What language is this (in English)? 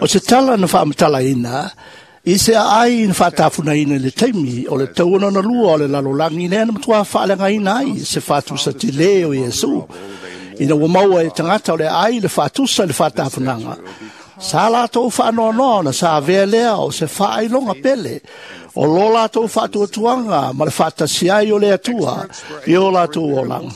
Samoan